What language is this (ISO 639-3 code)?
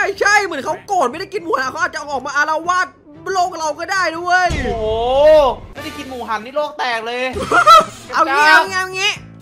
tha